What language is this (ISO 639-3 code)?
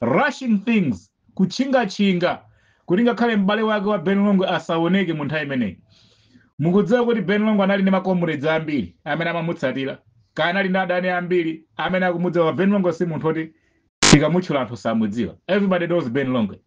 nya